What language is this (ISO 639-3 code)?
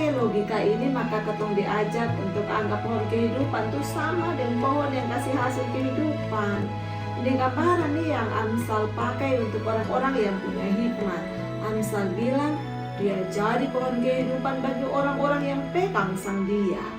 mkn